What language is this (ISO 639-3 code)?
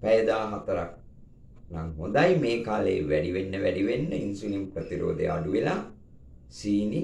sin